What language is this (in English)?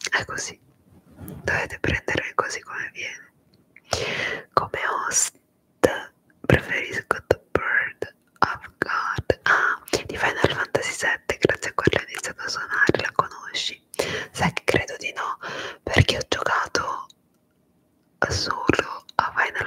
Italian